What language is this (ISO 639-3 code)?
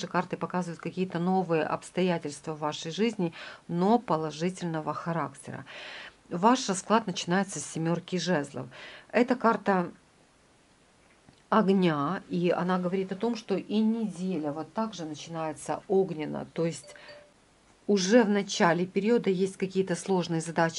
rus